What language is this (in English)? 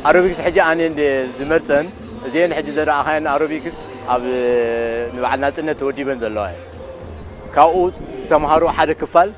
Tigrinya